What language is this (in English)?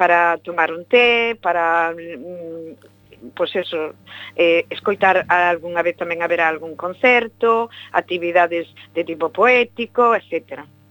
Galician